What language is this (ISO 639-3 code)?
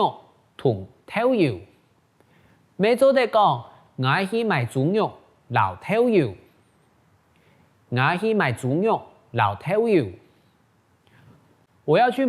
hak